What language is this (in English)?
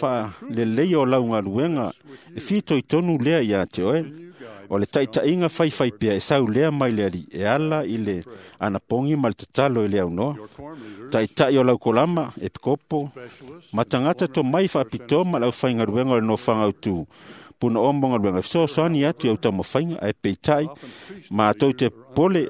Samoan